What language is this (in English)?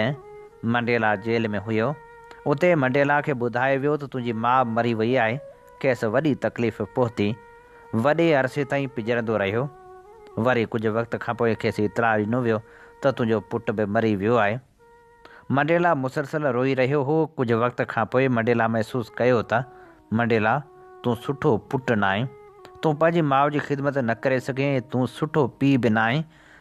Sindhi